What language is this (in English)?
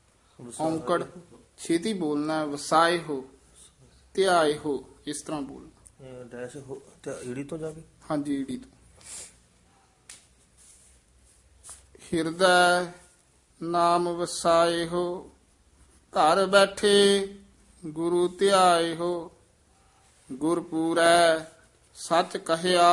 Punjabi